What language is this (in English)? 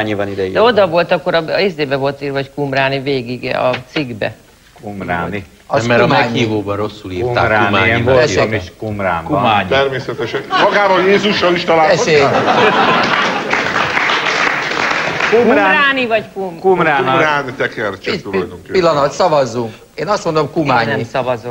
Hungarian